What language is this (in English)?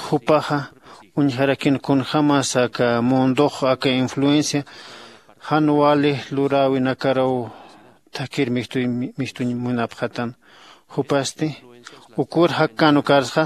Aymara